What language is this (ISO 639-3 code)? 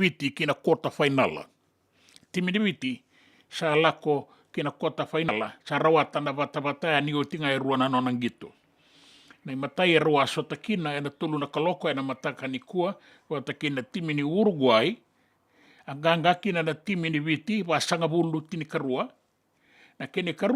fij